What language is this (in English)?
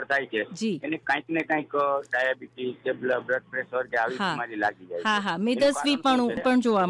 Gujarati